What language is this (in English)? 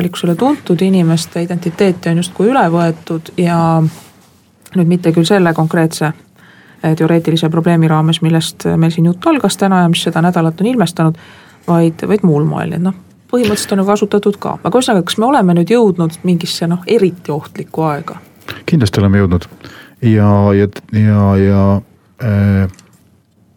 Estonian